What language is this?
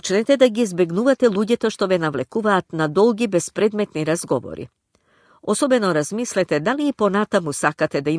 Macedonian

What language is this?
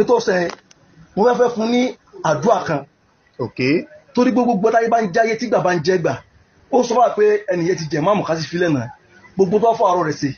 Yoruba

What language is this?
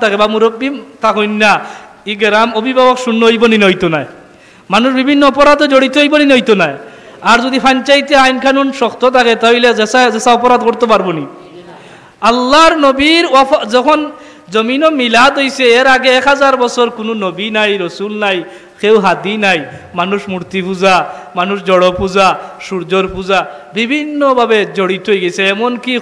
Sylheti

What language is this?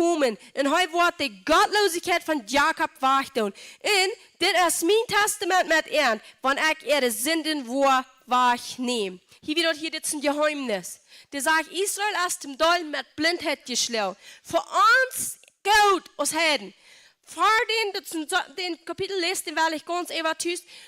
Plautdietsch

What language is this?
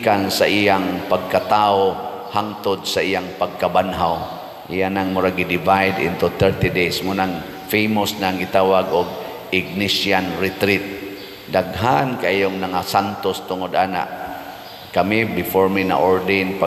Cebuano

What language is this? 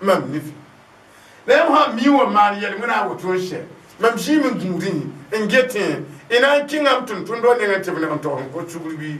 Mossi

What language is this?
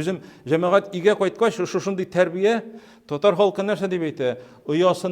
Tatar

